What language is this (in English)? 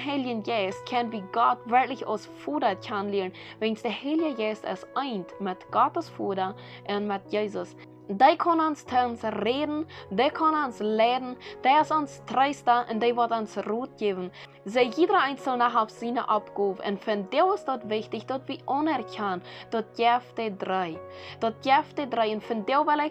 Plautdietsch